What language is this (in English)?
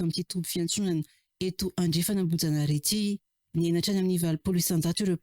Malagasy